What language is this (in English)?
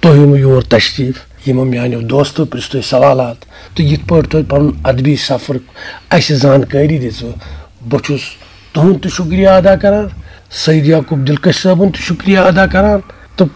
Kashmiri